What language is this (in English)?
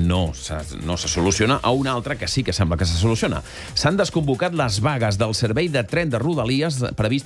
Catalan